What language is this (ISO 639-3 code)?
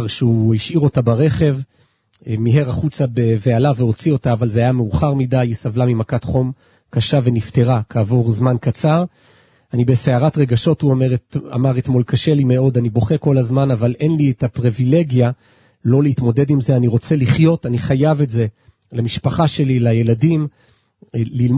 heb